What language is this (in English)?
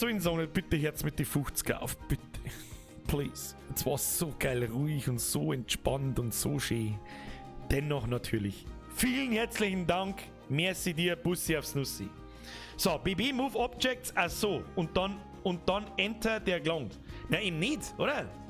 Bavarian